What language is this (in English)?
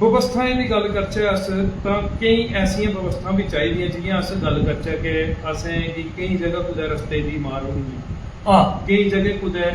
Dogri